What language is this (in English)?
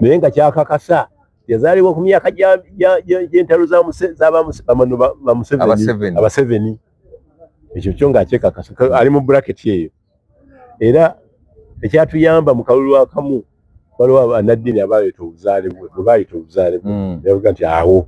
Ganda